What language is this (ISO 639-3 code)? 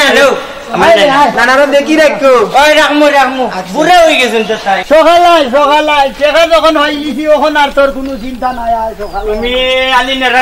syl